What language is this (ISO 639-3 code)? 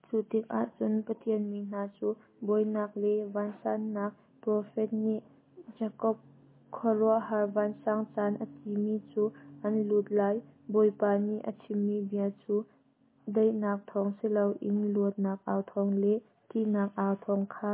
cnh